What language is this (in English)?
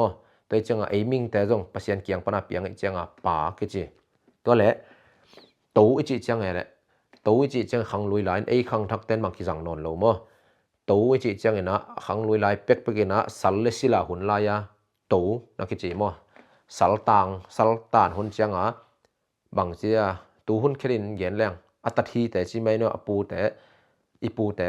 Tedim Chin